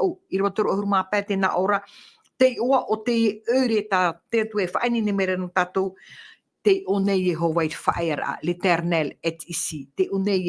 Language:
Tahitian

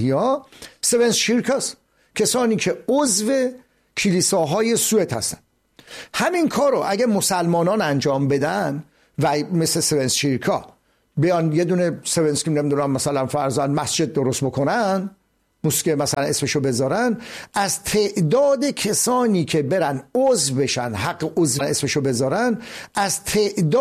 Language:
Persian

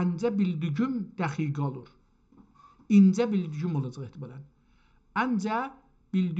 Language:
South Azerbaijani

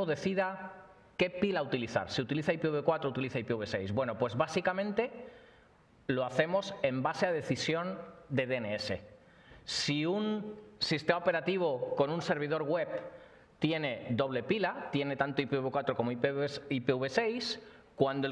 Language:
Spanish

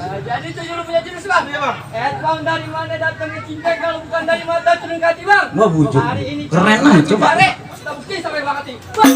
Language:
Betawi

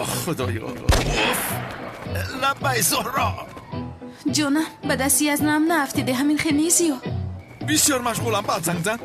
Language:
Tajik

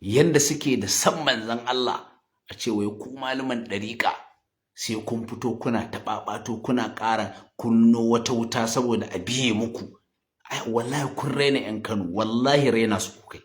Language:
Hausa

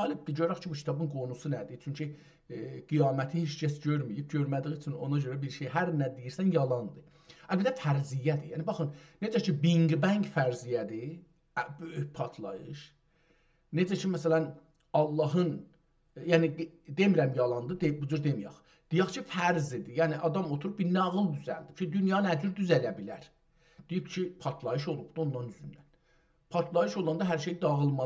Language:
South Azerbaijani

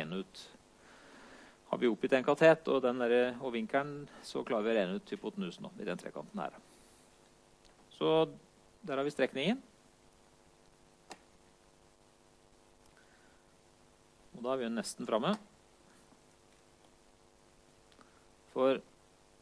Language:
Norwegian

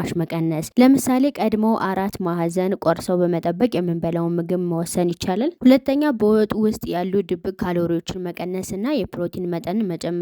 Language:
Amharic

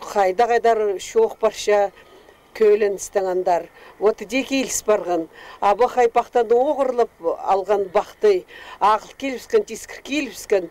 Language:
Khakas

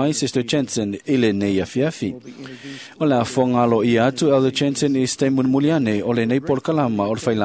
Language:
Samoan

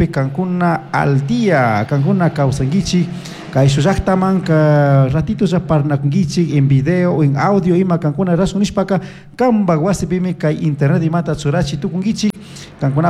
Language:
Chimborazo Highland Quichua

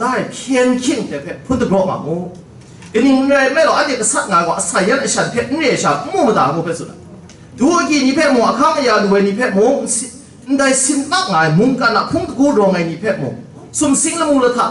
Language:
Kachin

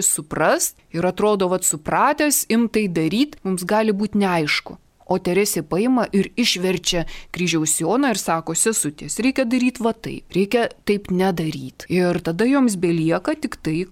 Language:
Lithuanian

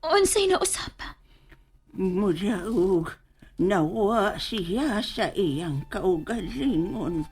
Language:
Cebuano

